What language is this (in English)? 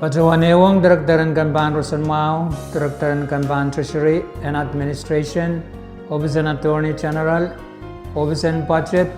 Pohnpeian